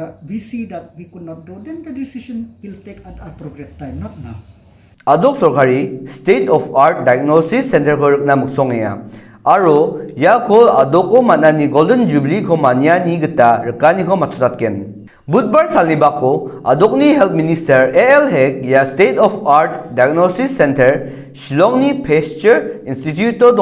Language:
Garo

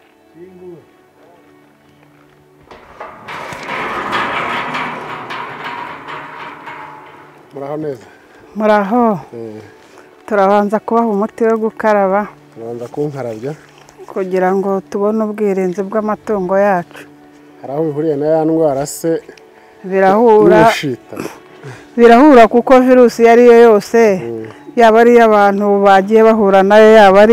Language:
Kinyarwanda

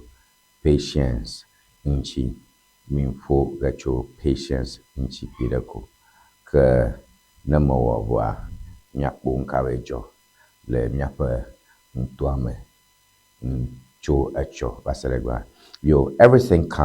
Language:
Ewe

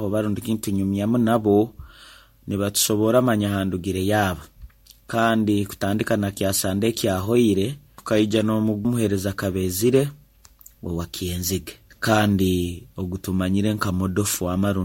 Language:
Nyoro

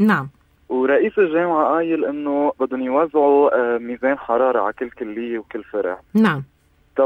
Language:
North Levantine Arabic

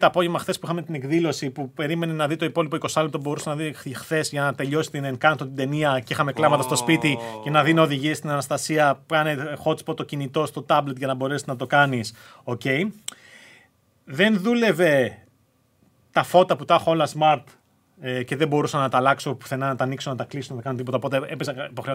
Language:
Greek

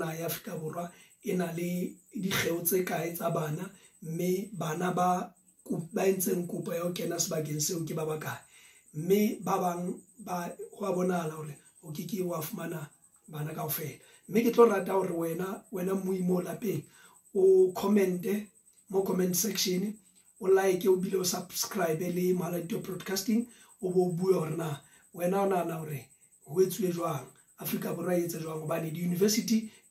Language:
Southern Sotho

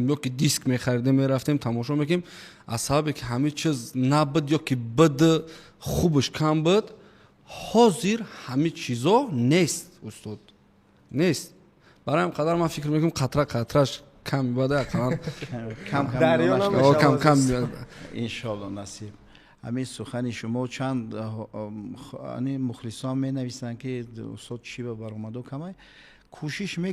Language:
Tajik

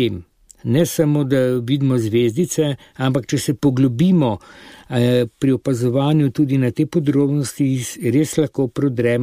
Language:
Slovenian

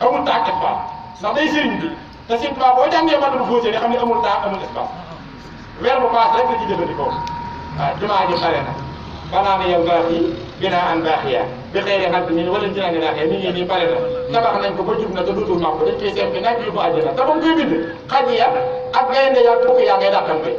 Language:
Wolof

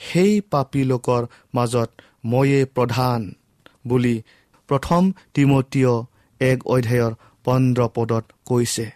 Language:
Assamese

